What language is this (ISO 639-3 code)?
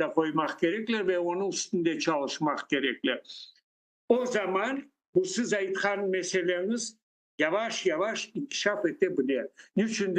crh